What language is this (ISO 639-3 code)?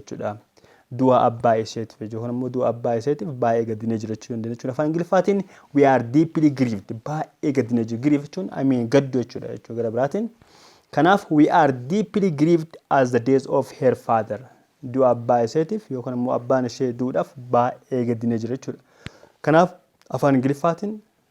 orm